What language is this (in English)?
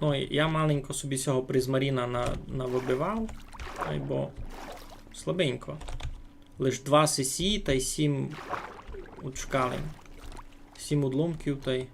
Rusyn